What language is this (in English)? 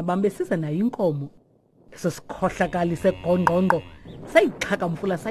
Xhosa